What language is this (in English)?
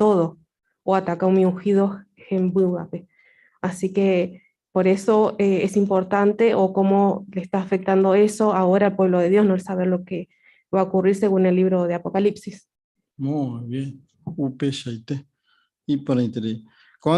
Guarani